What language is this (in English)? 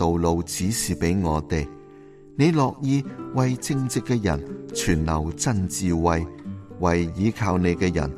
Cantonese